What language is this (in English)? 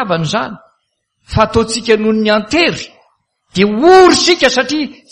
Malagasy